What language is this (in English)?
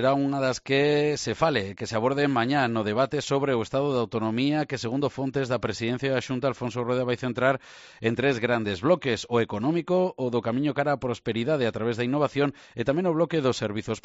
Galician